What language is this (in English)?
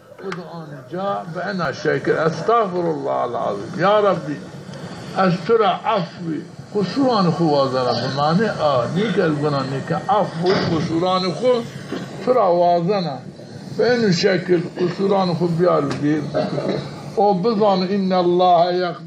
Zaza